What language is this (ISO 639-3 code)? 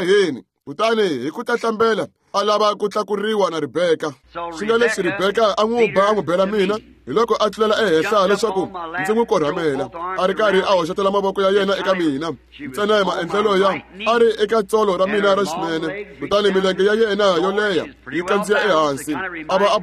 tso